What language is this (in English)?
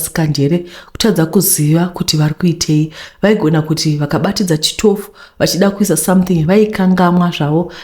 Shona